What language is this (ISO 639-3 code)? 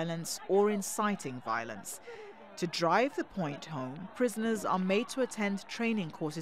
eng